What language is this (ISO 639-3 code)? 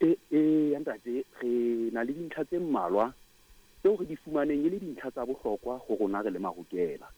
sot